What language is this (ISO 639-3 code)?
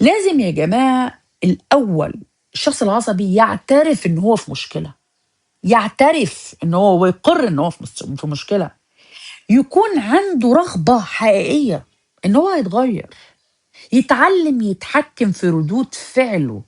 arz